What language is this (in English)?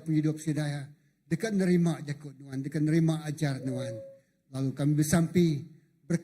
Iban